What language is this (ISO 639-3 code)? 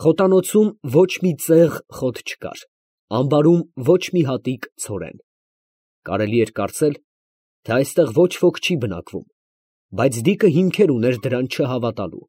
hye